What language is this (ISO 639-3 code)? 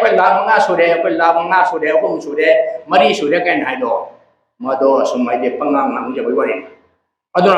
mni